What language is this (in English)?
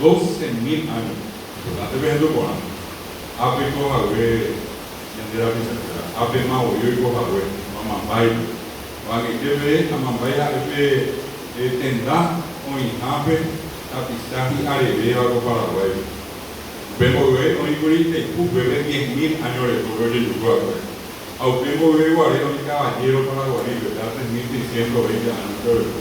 Guarani